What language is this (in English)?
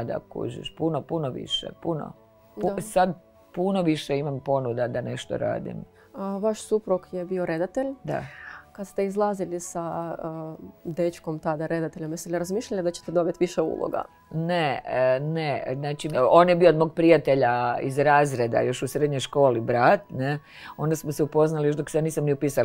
Croatian